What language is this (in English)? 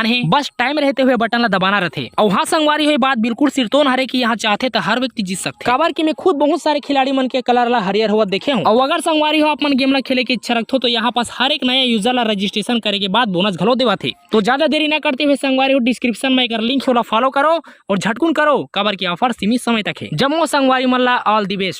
Chhattisgarhi